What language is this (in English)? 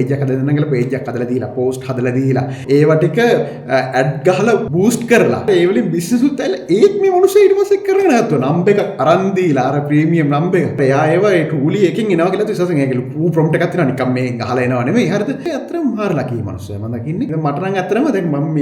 Sinhala